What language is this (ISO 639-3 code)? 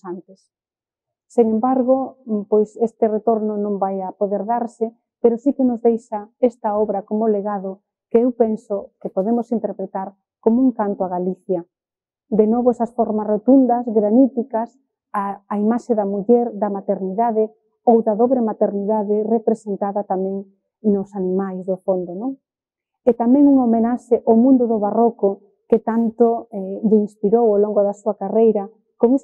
glg